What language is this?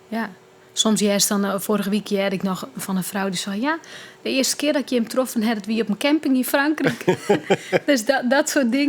Western Frisian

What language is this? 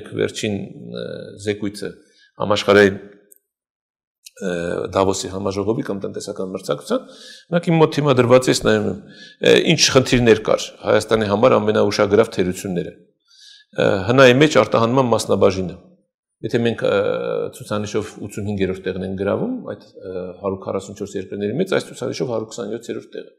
Armenian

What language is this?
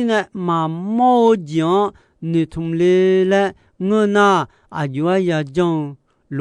Akha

